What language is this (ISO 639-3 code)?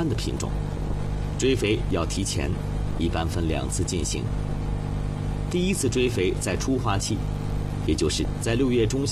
zho